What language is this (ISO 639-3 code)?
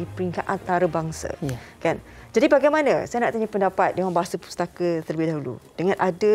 msa